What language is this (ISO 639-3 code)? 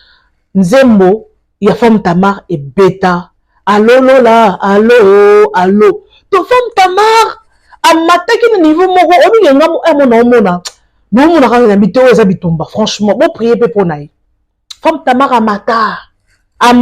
lin